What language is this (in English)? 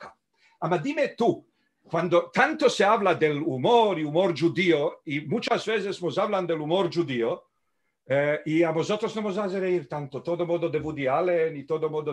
Ladino